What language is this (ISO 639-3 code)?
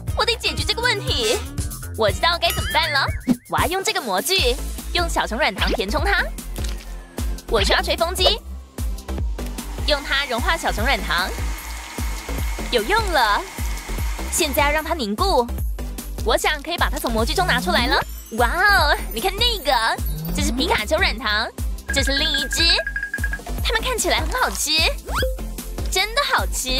zho